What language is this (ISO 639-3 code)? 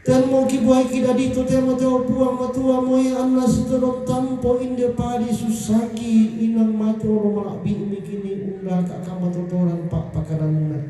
sda